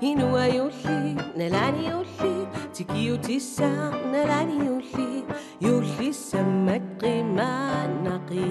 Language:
Kalaallisut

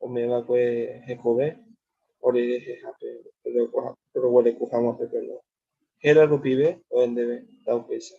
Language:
Guarani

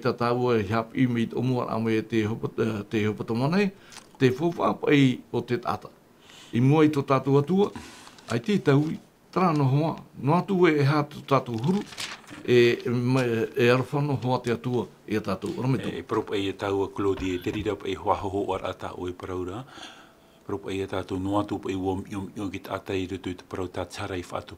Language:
Tahitian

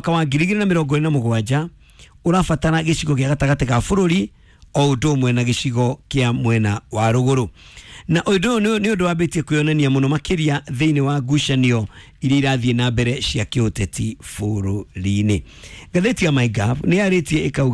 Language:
Kikuyu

